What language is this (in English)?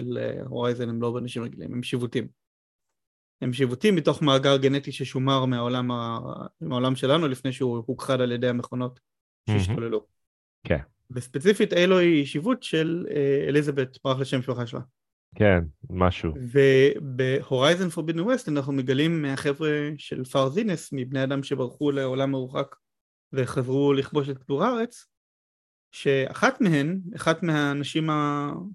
Hebrew